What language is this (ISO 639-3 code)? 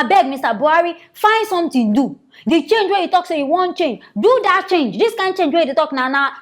pcm